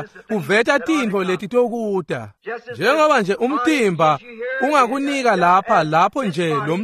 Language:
Swati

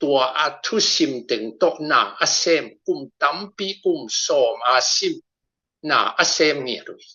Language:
Tedim Chin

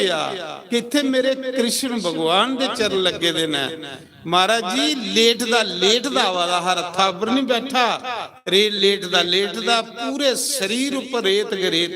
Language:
Dogri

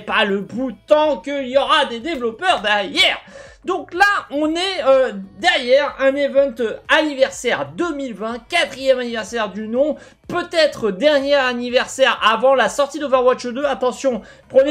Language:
French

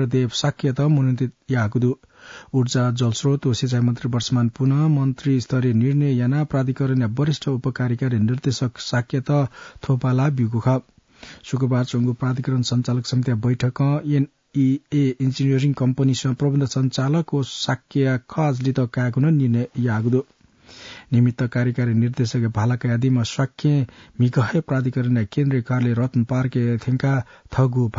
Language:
Newari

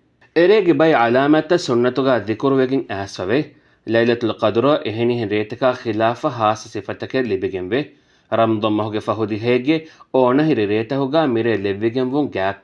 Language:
Divehi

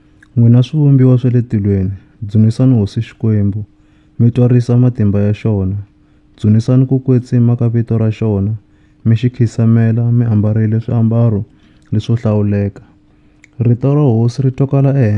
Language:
Tsonga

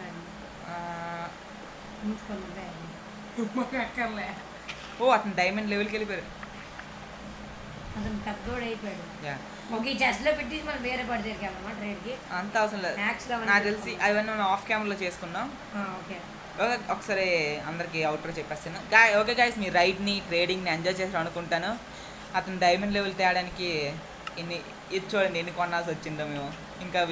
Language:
Telugu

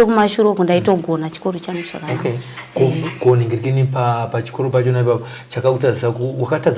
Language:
Shona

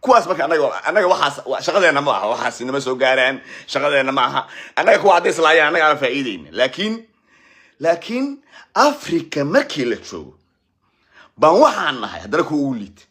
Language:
Somali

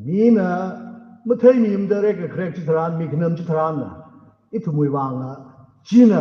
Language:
Tangkhul Naga (India)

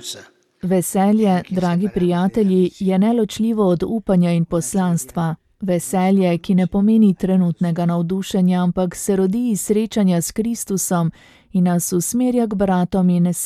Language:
Slovenian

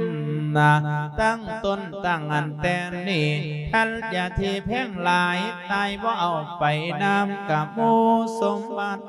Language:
Lao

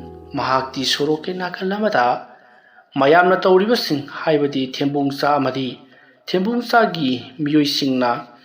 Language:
Manipuri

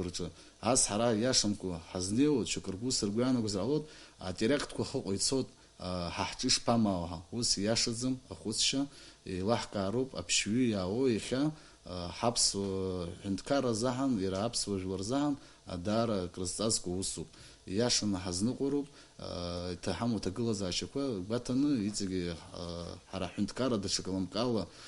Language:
Abkhazian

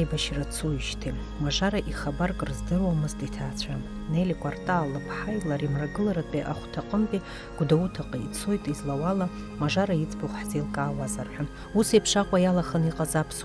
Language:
Abkhazian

